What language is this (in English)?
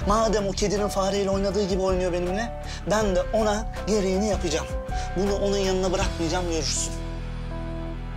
Turkish